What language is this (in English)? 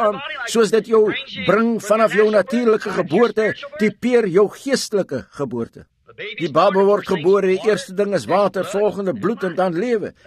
Afrikaans